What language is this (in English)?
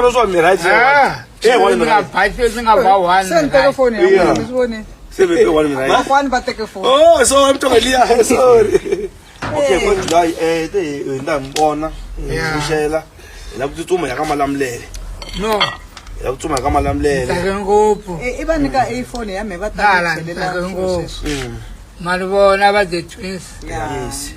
Tsonga